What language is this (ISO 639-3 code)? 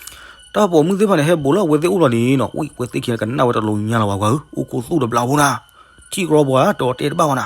ksw